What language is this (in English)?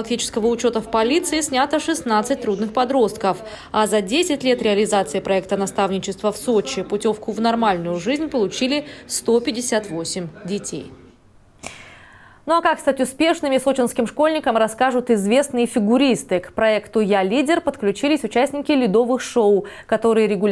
Russian